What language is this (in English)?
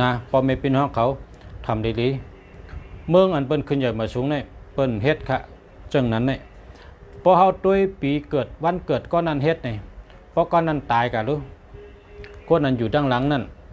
Shan